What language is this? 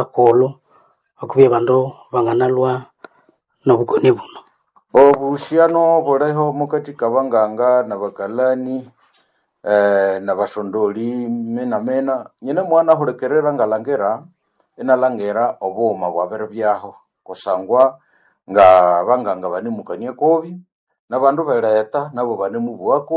Nande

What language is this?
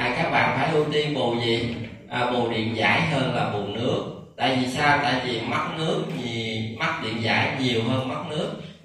Vietnamese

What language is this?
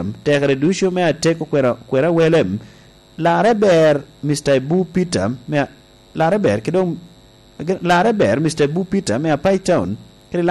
Lango (Uganda)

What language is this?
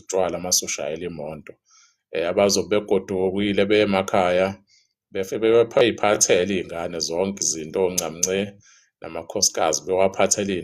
Zulu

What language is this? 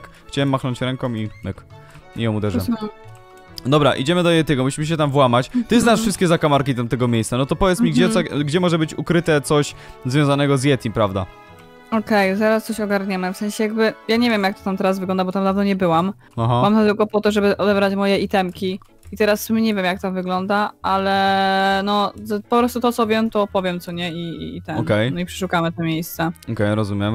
Polish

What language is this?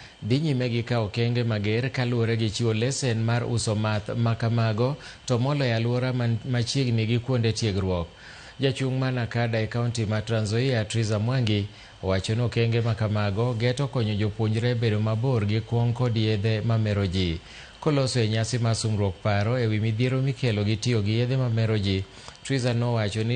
Luo (Kenya and Tanzania)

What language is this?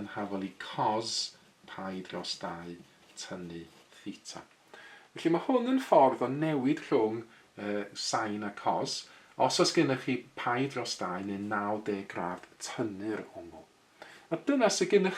Welsh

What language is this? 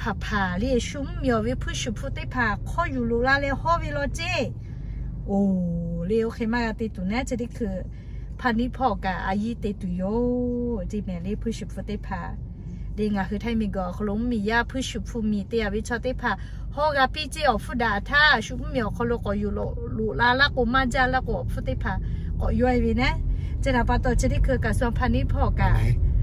Lahu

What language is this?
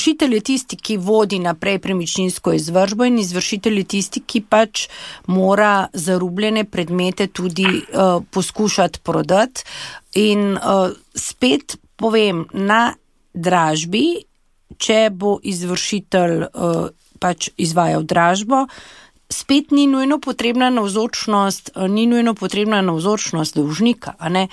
Slovenian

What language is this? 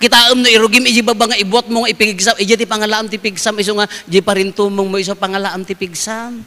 Iloko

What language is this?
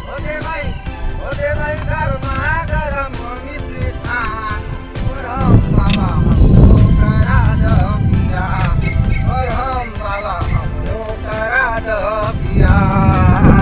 Maithili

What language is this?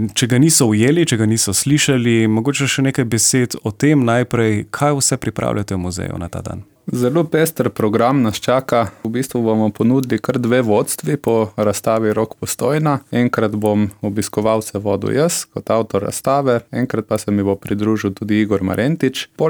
Slovenian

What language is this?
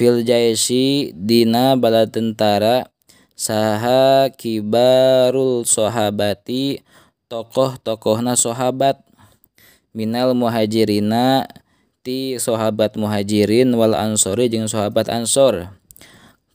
Sundanese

